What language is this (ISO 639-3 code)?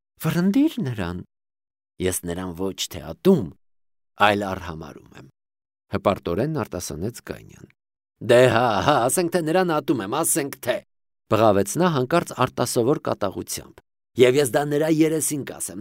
hye